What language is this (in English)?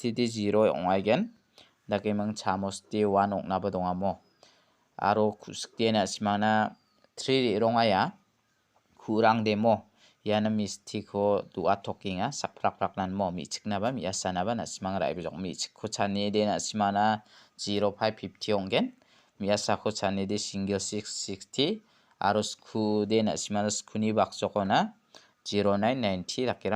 Garo